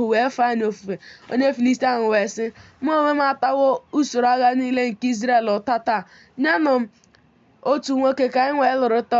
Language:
Igbo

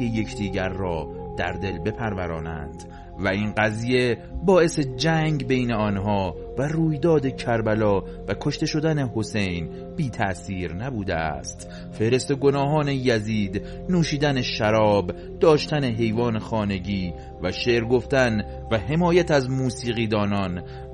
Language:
Persian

